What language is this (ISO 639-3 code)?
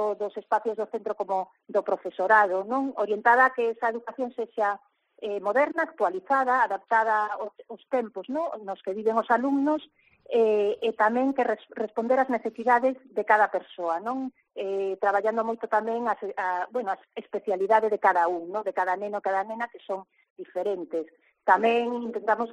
glg